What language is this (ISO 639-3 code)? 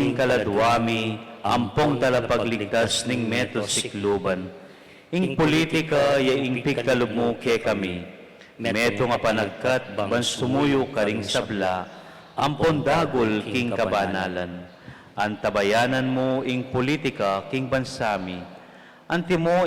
pam